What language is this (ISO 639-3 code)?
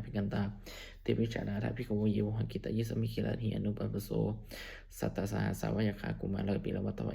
pli